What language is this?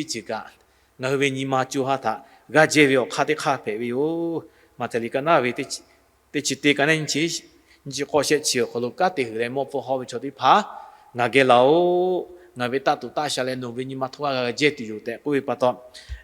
Lahu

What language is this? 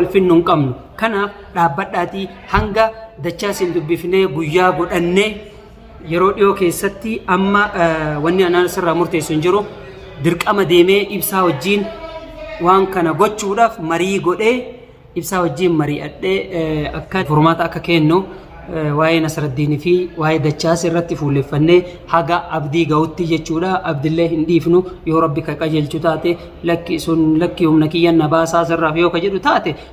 Oromo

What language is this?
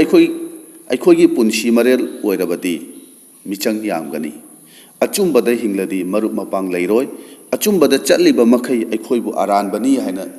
Manipuri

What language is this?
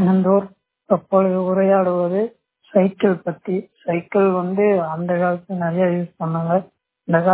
Tamil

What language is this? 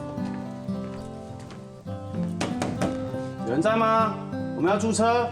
Hakka Chinese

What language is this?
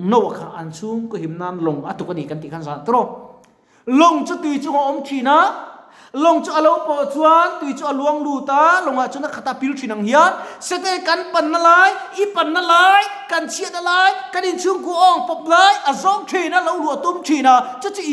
Mizo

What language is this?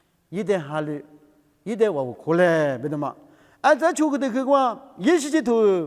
Lisu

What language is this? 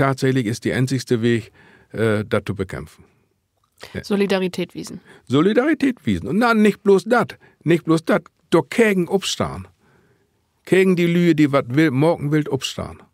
Low German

